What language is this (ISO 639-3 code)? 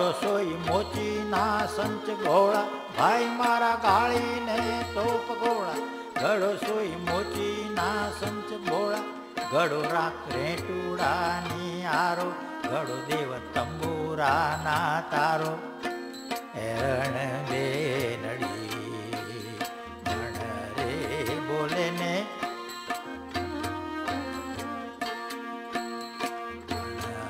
guj